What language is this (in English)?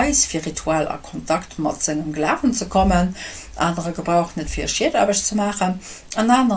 Luxembourgish